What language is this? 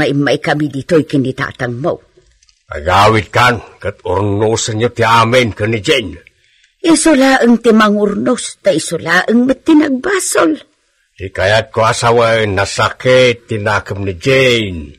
Iloko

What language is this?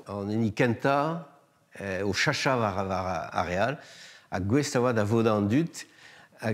Breton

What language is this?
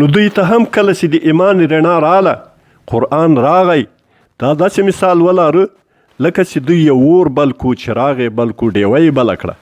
Pashto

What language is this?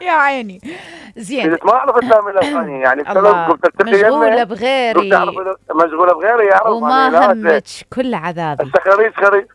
Mesopotamian Arabic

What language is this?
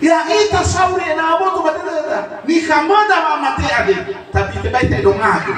Nias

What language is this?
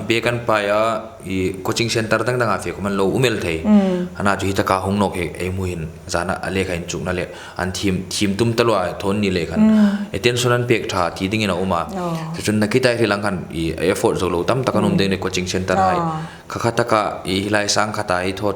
Hmar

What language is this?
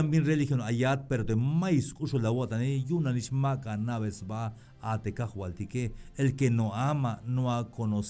Tzeltal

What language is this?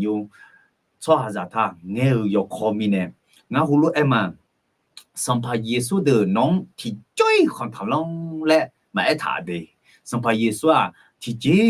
Akha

